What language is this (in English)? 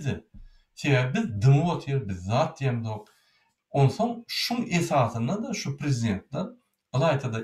Turkmen